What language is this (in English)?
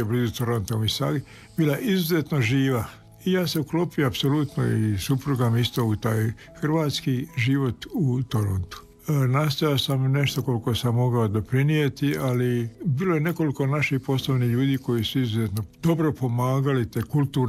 Croatian